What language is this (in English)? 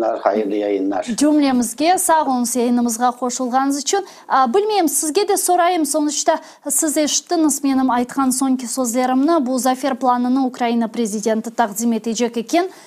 Crimean Tatar